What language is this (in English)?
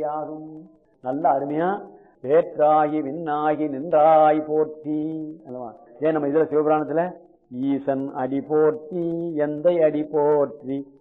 Tamil